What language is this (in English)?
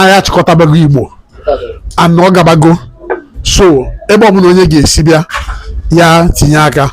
Igbo